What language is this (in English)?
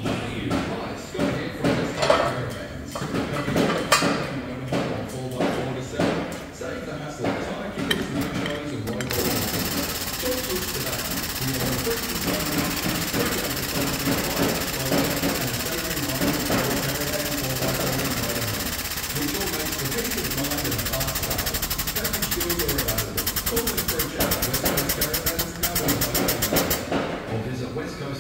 English